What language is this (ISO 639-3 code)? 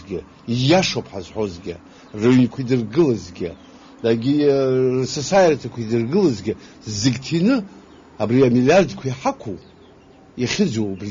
abk